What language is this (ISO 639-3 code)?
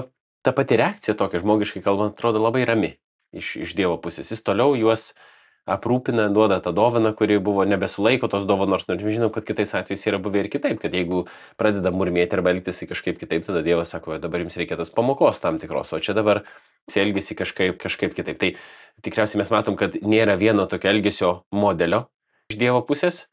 lit